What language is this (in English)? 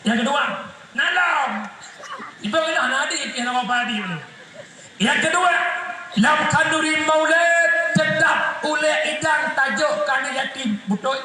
Achinese